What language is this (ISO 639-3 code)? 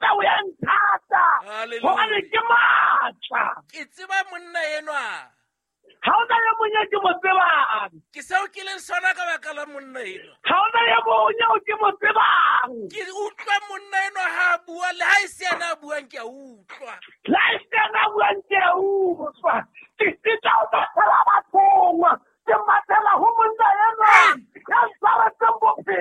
sot